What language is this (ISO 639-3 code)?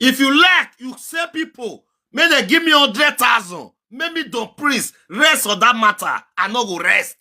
pcm